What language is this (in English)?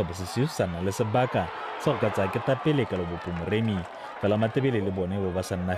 Tswana